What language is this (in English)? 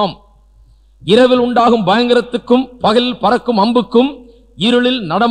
Tamil